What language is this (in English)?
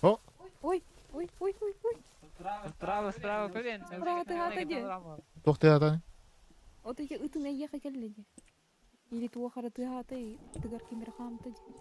Yakut